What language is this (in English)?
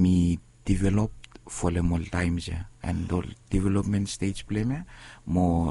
Bislama